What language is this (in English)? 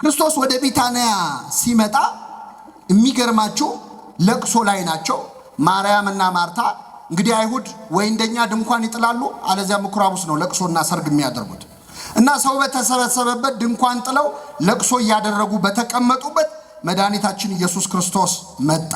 Amharic